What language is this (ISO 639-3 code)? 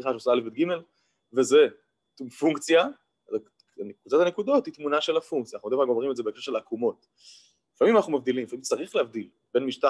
heb